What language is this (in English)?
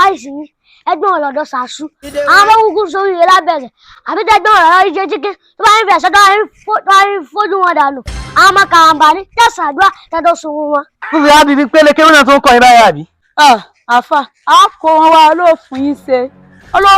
Yoruba